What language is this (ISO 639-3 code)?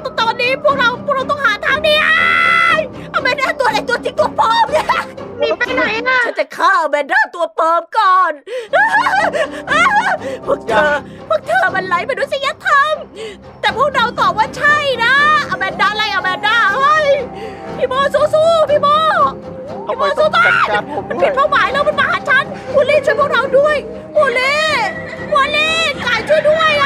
tha